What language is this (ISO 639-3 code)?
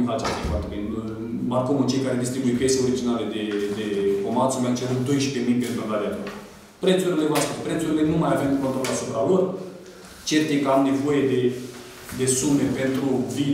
ron